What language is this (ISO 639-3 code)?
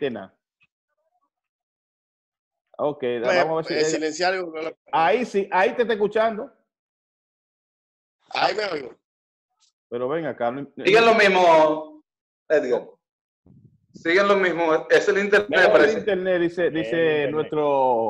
spa